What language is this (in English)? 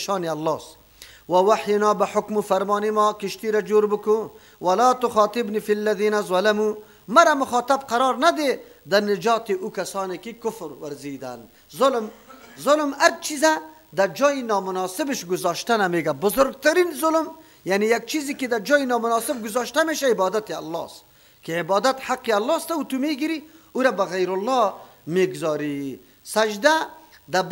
Persian